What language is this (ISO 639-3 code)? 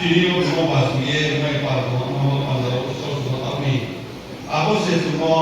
ria